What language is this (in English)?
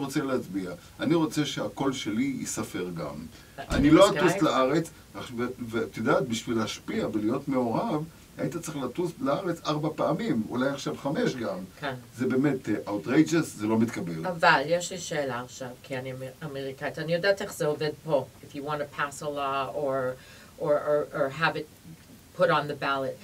Hebrew